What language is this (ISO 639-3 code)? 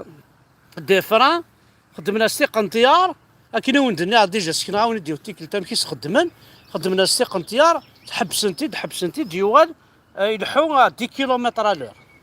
kab